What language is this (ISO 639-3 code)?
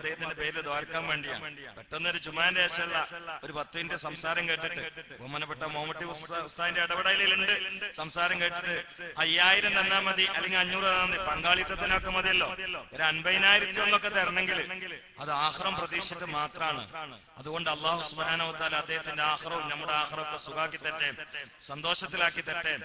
mal